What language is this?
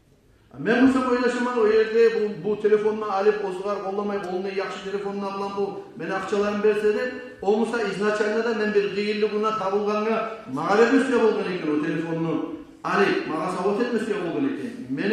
Kumyk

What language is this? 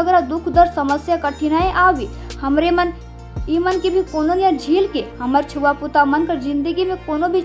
Sadri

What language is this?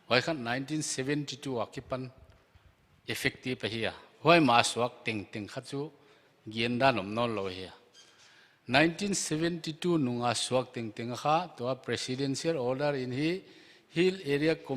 Paite Chin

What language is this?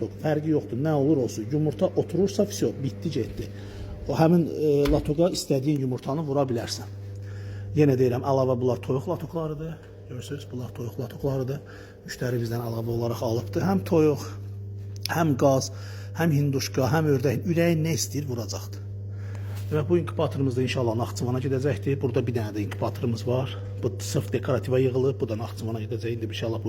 Azerbaijani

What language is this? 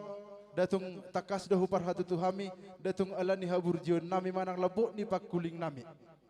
Batak Simalungun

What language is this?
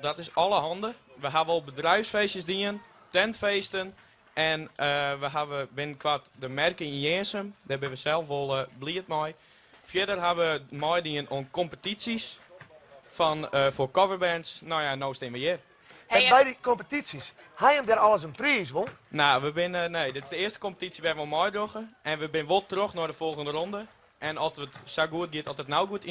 Western Frisian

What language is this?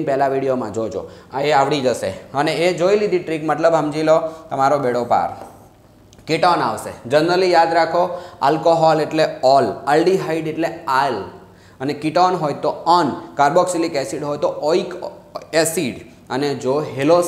Gujarati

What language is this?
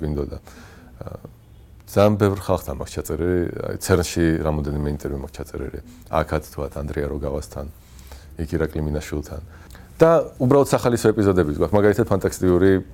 Georgian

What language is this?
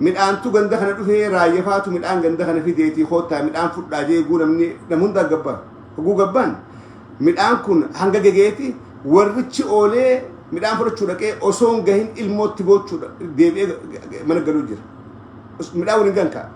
Oromo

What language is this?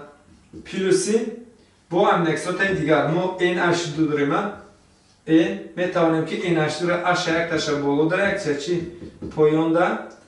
Tajik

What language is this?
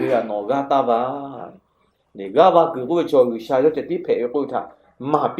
Lahu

